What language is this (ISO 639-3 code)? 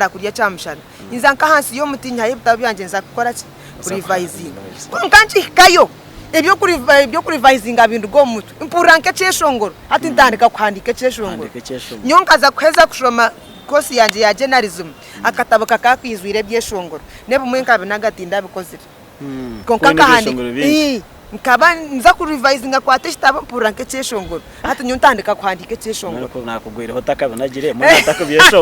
nyn